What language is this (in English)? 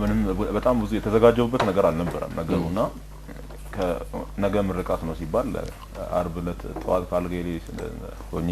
Amharic